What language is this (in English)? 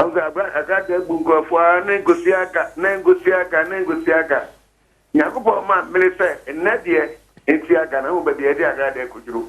Akan